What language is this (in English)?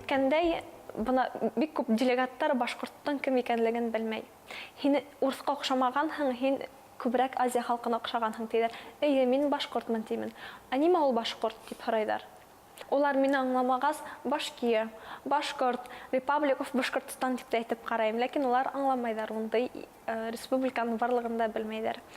Bashkir